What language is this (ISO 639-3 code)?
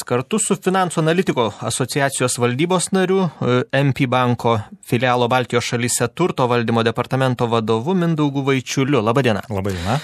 lit